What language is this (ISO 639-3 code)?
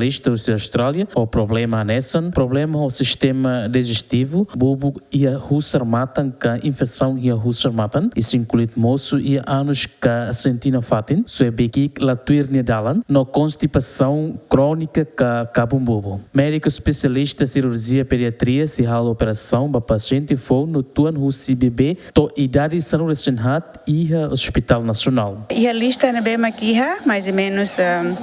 tet